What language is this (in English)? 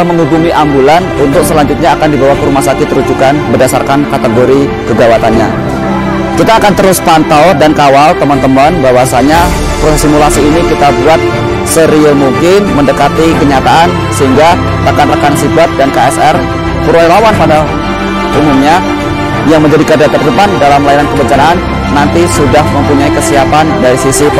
Indonesian